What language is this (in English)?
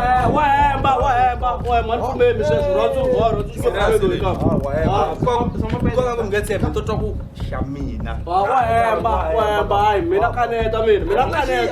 Tsonga